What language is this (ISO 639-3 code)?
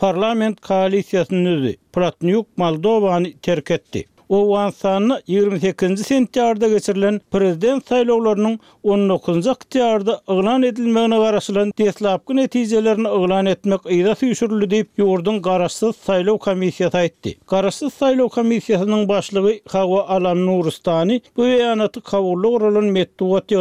tuk